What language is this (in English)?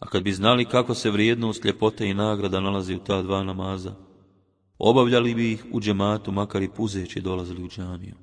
Bosnian